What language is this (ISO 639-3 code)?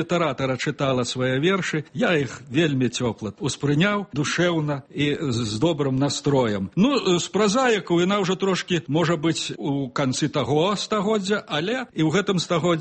bel